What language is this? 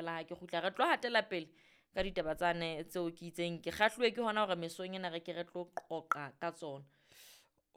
Southern Sotho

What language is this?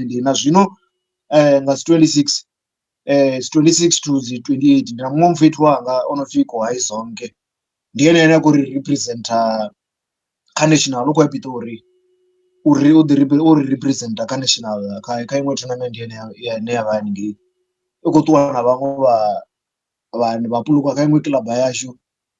Venda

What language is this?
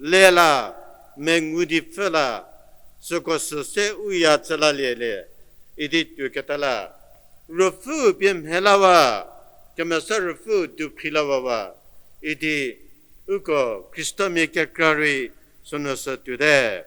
Angami Naga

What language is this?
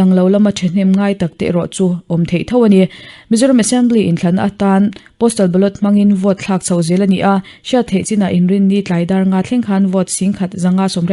Mizo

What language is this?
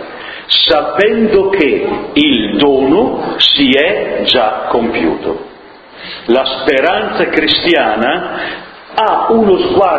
Italian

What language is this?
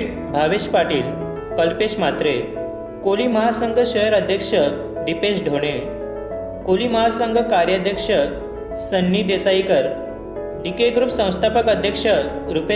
Marathi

